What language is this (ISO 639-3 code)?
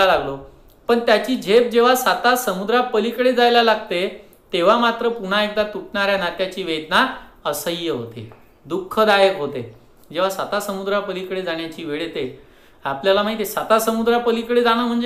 mar